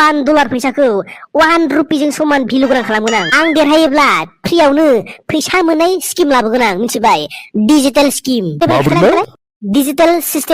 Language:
Bodo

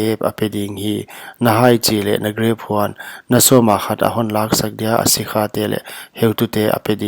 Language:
Paite Chin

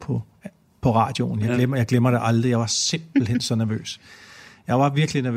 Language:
Danish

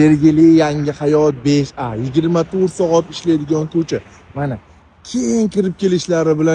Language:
Uzbek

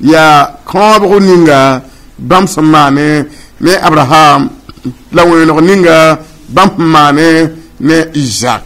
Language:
Mossi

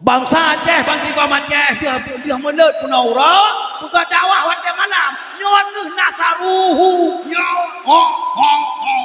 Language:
Achinese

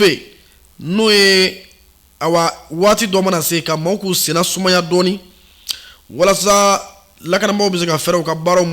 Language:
Bambara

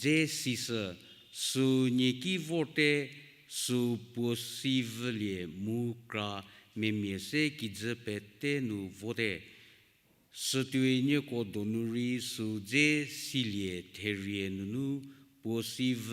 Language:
Angami Naga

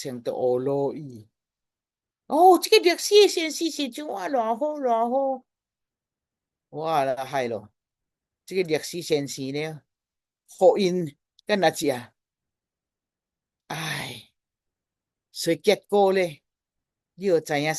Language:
Min Nan Chinese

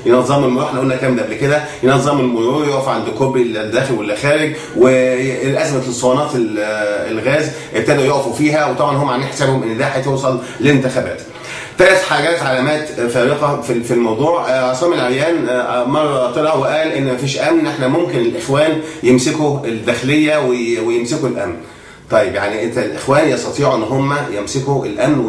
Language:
Egyptian Arabic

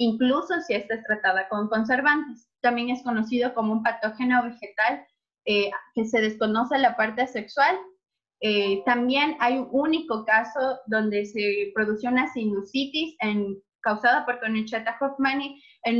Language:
Spanish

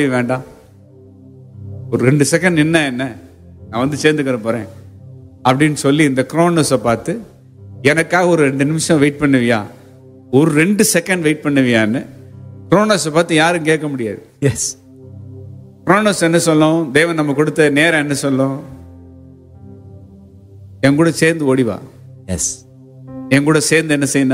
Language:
Tamil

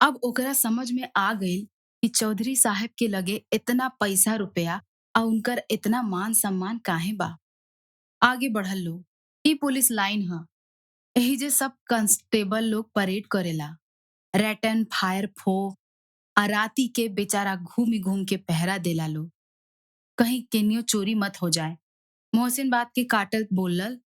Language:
Bhojpuri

